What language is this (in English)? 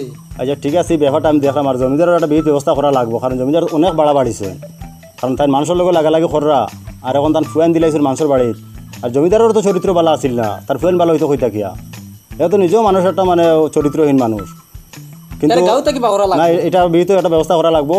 Sylheti